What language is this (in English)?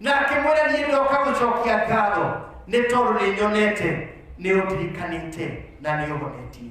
Kikuyu